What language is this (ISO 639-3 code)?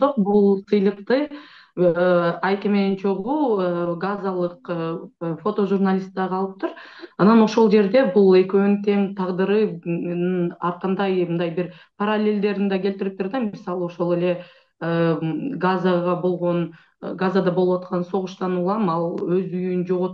kir